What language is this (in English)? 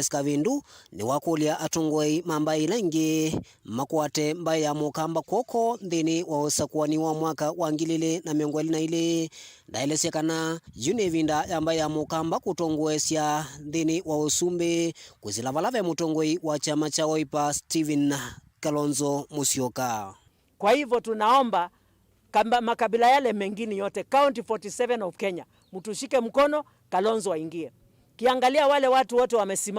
Kamba